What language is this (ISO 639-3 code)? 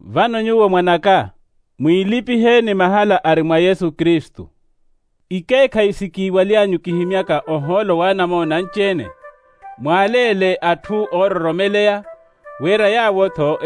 vmw